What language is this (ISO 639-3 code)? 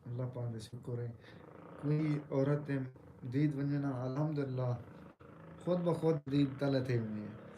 skr